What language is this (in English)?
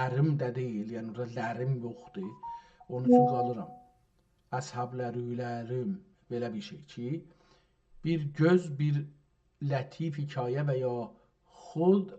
South Azerbaijani